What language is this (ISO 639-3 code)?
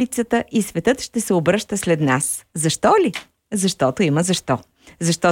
bul